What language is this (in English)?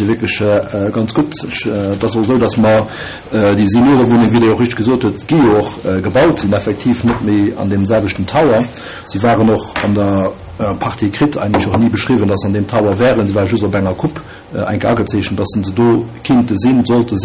Luxembourgish